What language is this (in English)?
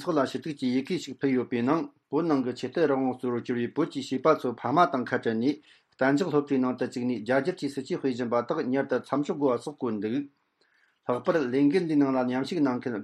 Tibetan